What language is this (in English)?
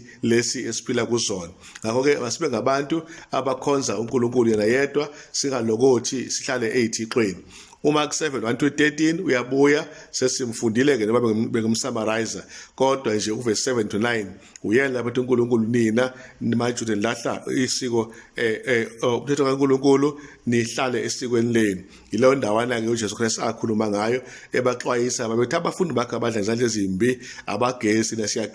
Zulu